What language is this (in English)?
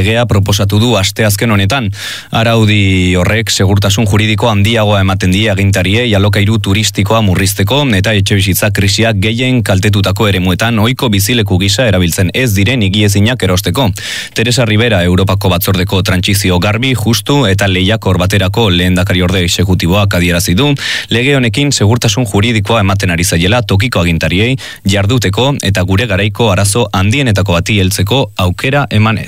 Basque